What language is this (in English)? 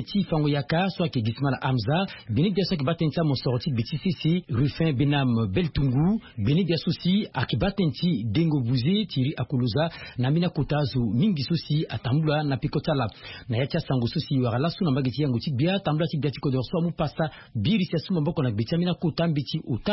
Sango